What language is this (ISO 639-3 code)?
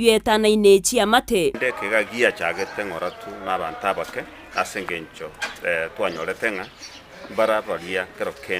guz